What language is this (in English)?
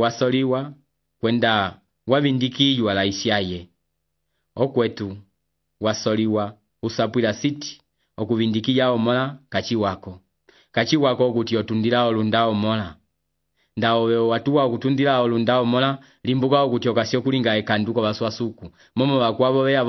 Umbundu